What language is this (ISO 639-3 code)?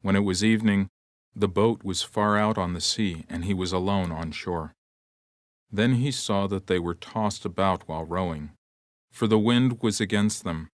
eng